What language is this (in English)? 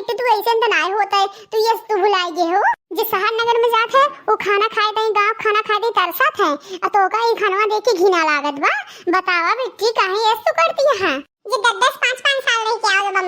Awadhi